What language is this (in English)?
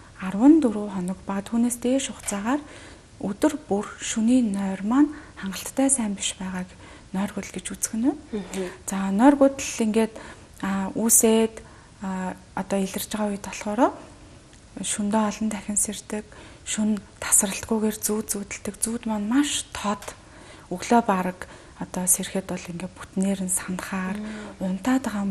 Mongolian